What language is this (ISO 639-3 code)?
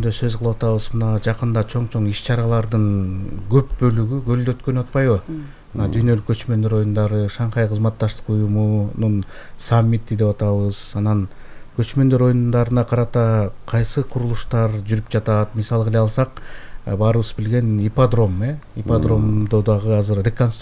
kir